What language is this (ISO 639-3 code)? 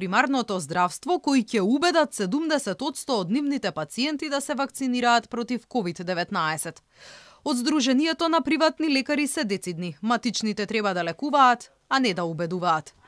mkd